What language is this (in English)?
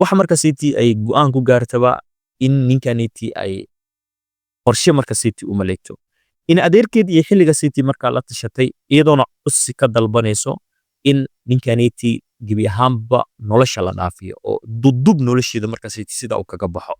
Somali